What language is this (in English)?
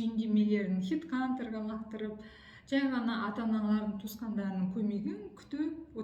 Kazakh